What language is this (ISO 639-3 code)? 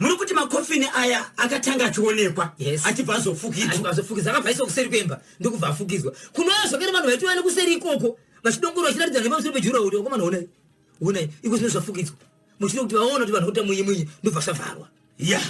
sna